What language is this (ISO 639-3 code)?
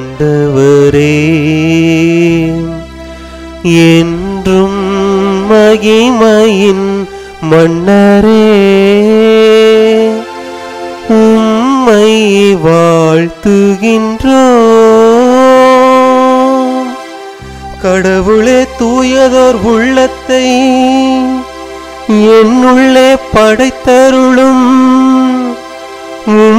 tam